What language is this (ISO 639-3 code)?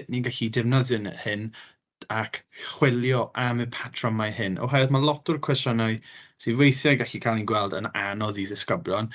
cym